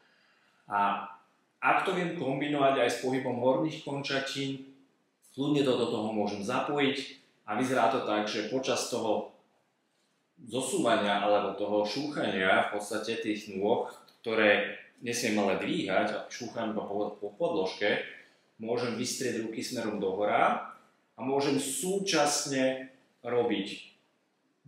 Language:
Slovak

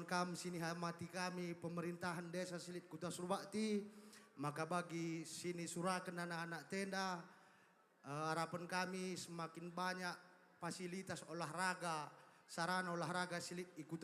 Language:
Batak Karo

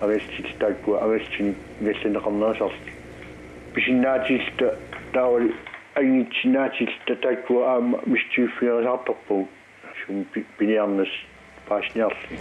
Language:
Kalaallisut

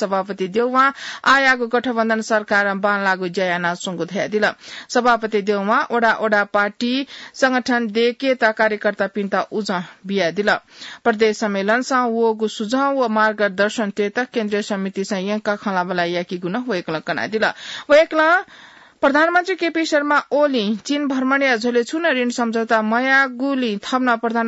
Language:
Newari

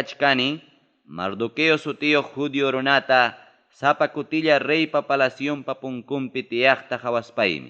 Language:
Ayacucho Quechua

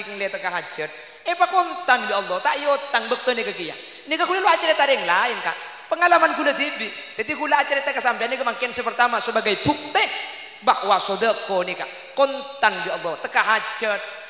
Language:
Madurese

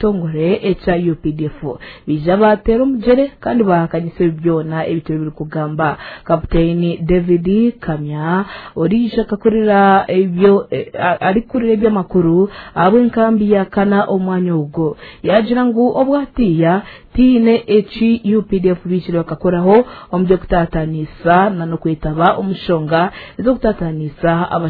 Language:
Nyankole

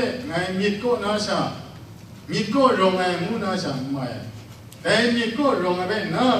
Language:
Kachin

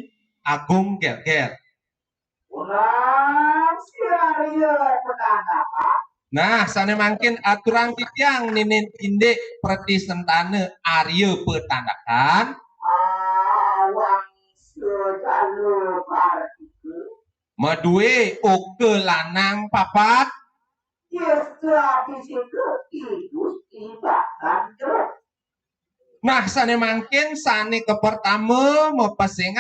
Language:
Balinese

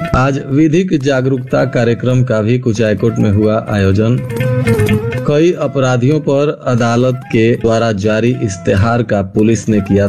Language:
Hindi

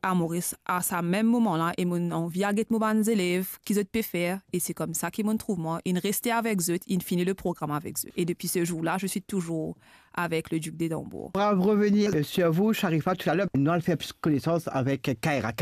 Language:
Morisyen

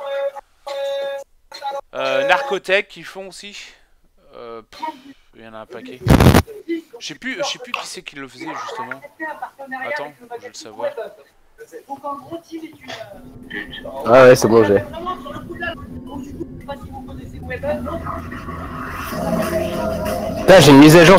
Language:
French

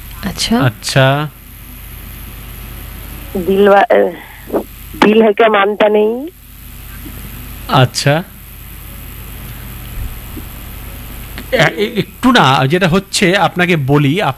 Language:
Bangla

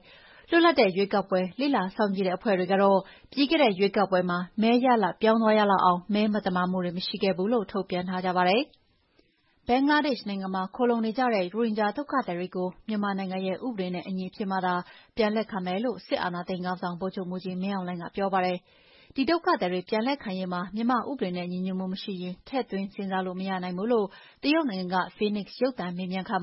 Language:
Burmese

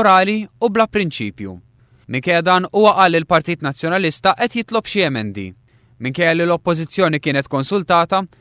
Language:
Maltese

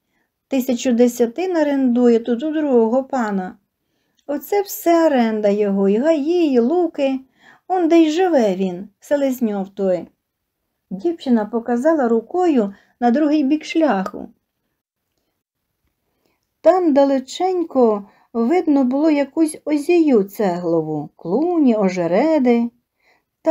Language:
Ukrainian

